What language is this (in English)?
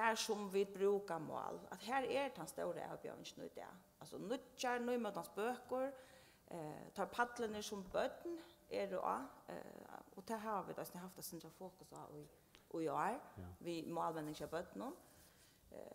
Faroese